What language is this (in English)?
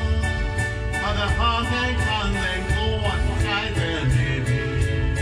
Japanese